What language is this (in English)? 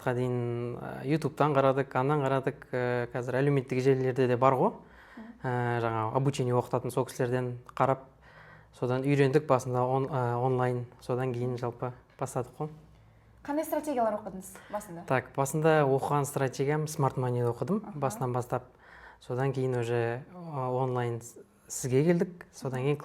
Kazakh